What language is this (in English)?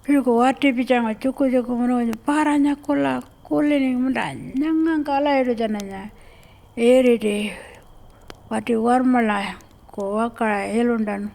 Pitjantjatjara